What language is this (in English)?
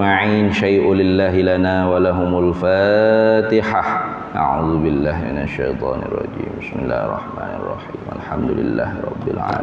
Malay